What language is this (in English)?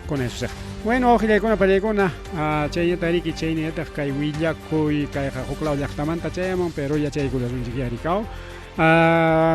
Ayacucho Quechua